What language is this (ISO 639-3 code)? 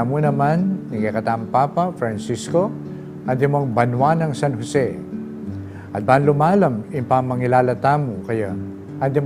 pam